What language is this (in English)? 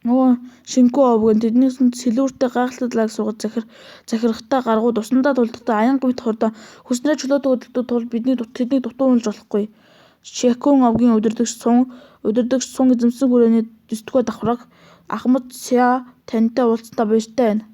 Mongolian